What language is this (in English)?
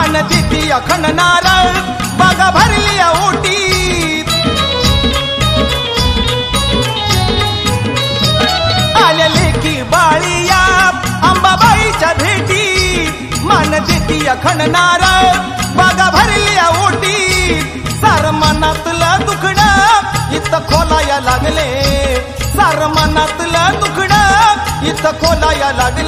Marathi